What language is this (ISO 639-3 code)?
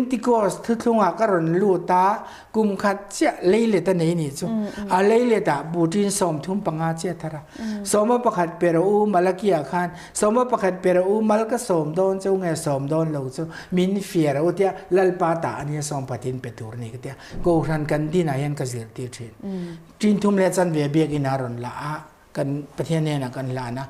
lus